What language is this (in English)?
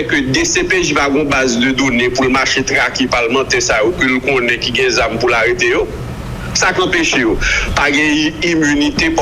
Haitian Creole